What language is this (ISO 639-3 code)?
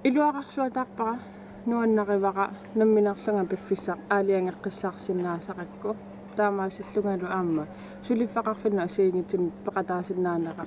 kal